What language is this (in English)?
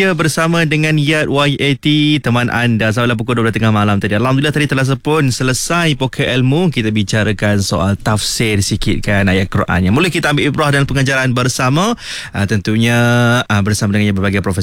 Malay